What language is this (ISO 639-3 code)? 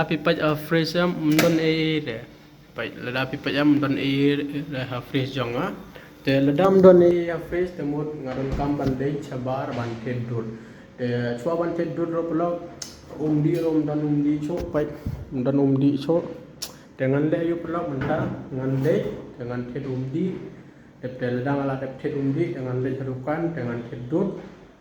kha